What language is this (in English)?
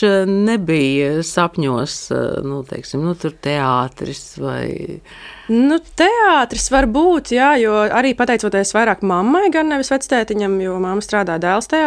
Latvian